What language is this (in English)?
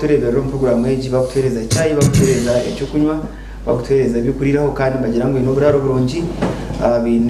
Nyankole